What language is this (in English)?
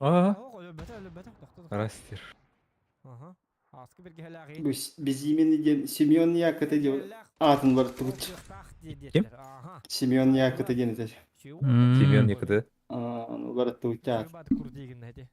Yakut